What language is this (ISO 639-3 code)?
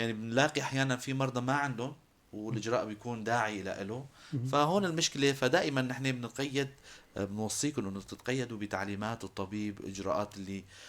apc